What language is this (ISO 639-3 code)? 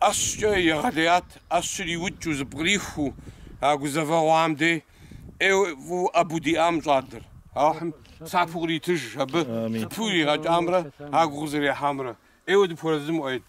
kbd